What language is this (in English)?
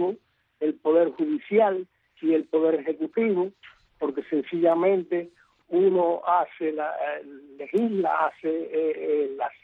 Spanish